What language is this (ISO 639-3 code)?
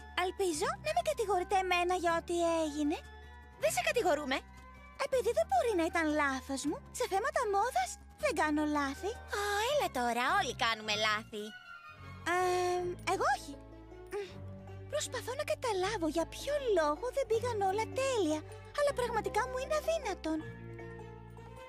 ell